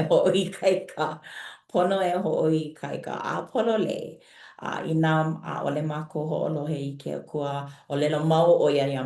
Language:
Hawaiian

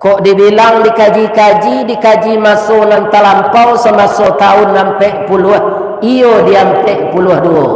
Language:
Minangkabau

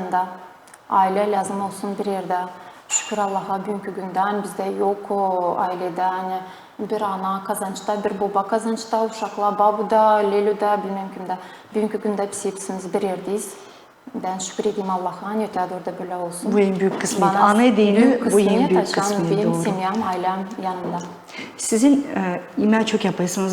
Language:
Gagauz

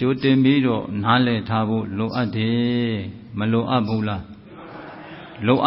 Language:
Burmese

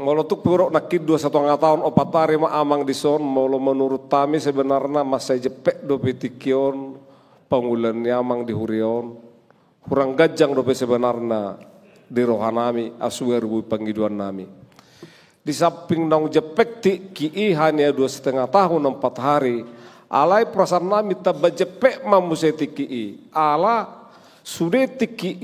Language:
Batak Toba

